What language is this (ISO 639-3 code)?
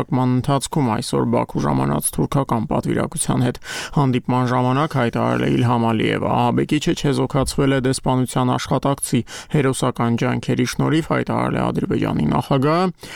hye